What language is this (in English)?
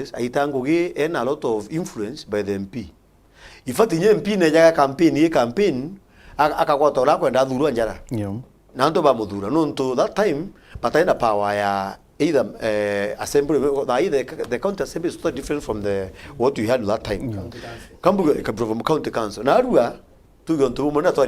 Meru